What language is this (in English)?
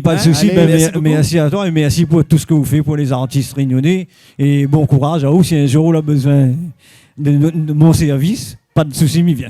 Réunion Creole French